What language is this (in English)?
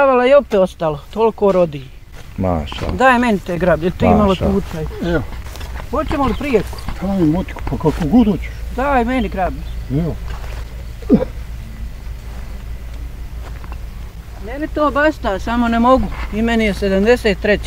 Bosnian